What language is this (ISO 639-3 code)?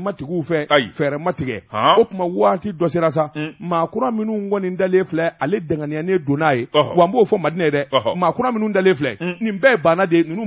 bam